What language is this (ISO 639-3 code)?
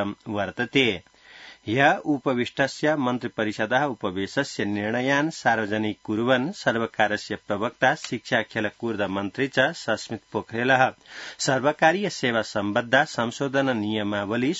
san